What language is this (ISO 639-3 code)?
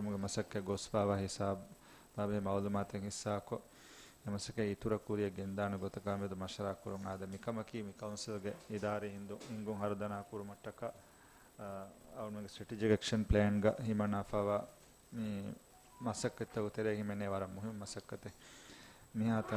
div